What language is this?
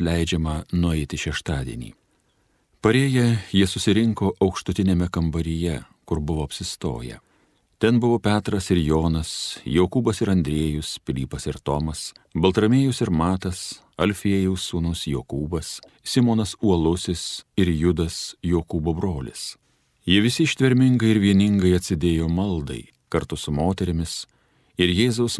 Lithuanian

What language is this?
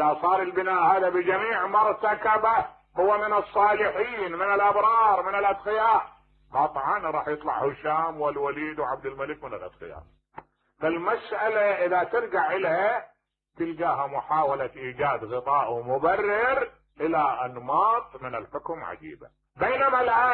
Mesopotamian Arabic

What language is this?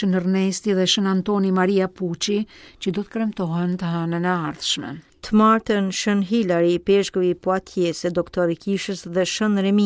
Albanian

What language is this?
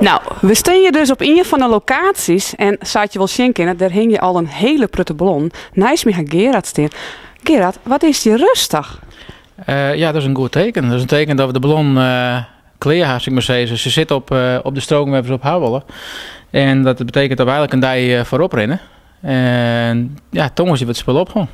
Western Frisian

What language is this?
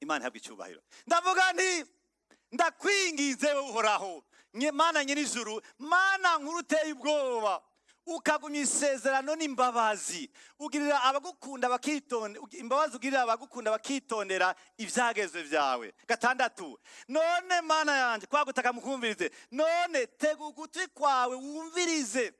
Rundi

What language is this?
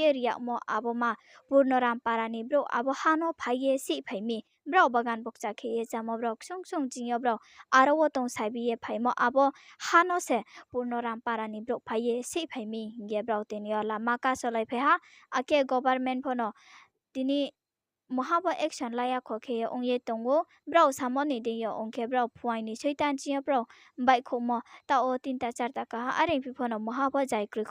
Riang (India)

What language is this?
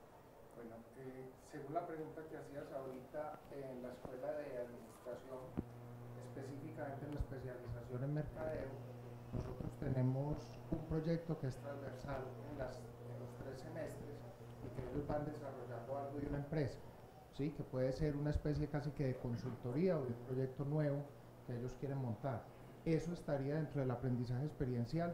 Spanish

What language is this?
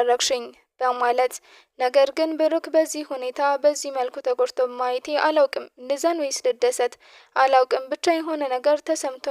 Amharic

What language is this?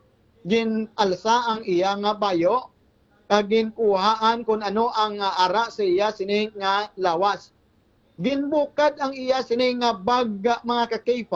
Hiligaynon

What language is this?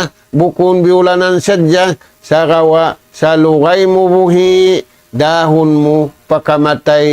Tausug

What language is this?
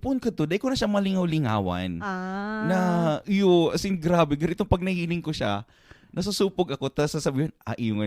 Bikol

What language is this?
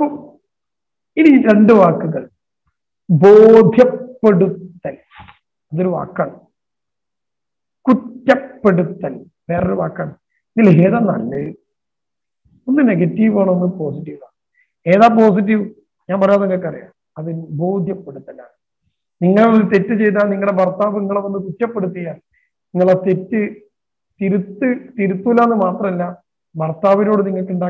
Malayalam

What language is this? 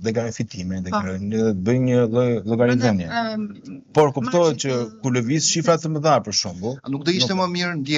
Albanian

